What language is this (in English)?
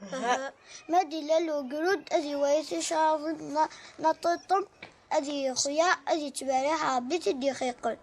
Kabyle